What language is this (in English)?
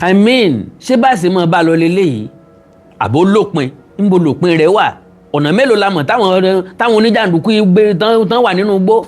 Yoruba